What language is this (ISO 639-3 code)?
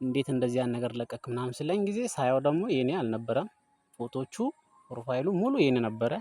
amh